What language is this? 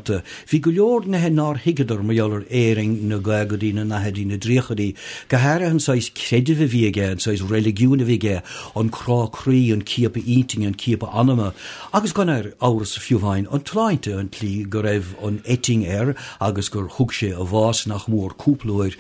Irish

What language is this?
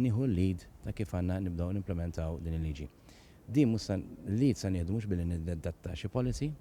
Maltese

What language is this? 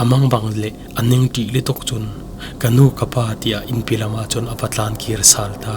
Falam Chin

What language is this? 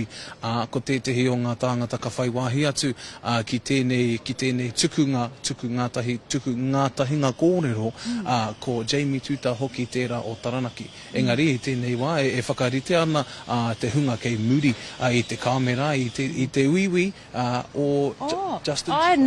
Māori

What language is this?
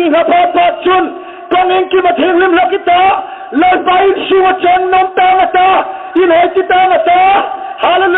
Hmar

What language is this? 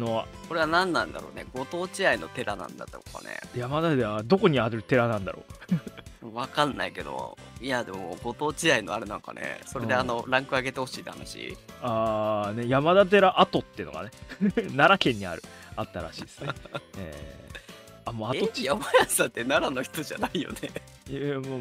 Japanese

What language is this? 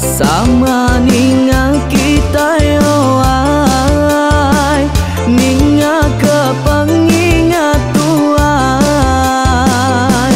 Iban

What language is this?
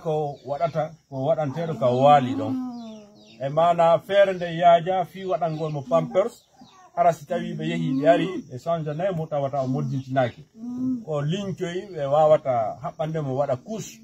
Fula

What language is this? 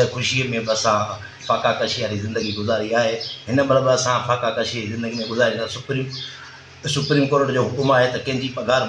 Sindhi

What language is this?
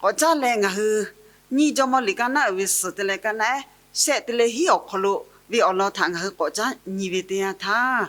Lahu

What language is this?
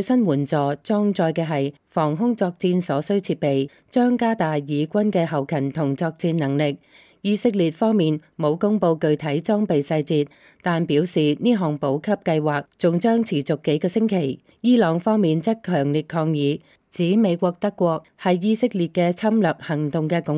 Cantonese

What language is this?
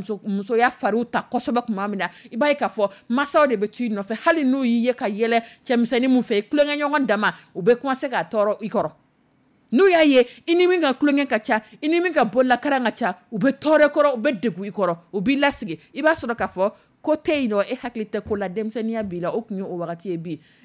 Dyula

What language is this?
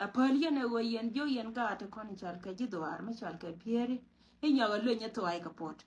Nuer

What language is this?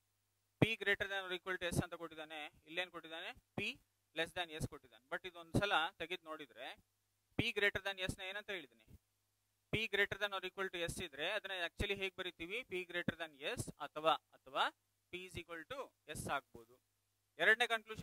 Kannada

